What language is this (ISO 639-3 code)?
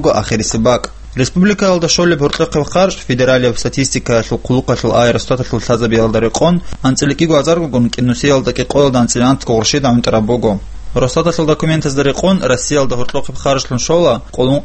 ava